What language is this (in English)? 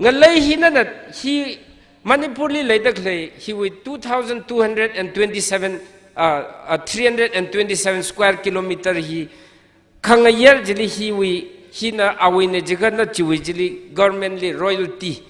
Tangkhul Naga (India)